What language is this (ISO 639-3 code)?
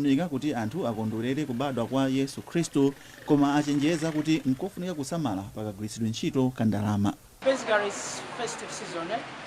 nya